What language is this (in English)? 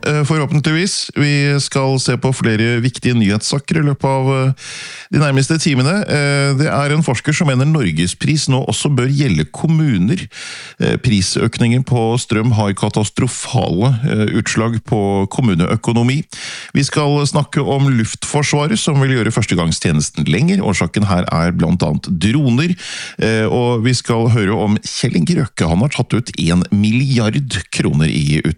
Norwegian